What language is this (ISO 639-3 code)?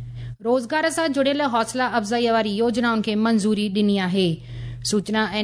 snd